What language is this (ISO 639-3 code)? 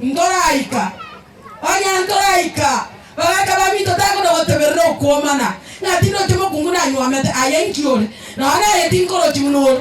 guz